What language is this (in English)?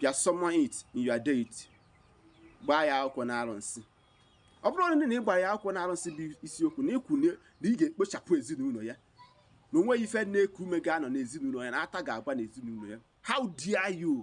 Igbo